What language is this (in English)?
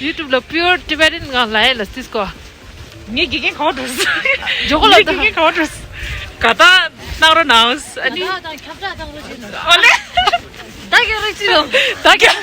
Tibetan